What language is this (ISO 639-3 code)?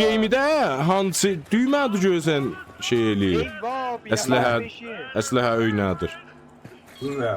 azb